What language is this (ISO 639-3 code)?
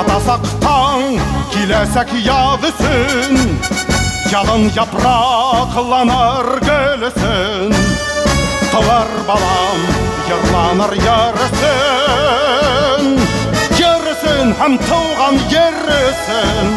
bak